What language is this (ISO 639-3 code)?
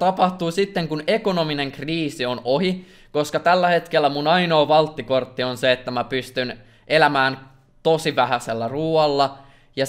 fin